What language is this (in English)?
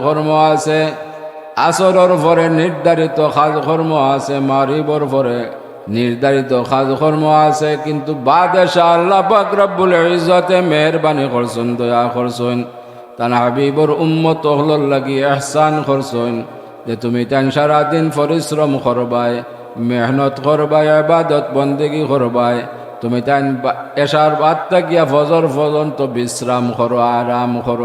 Sylheti